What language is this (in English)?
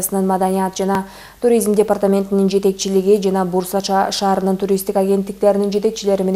Kyrgyz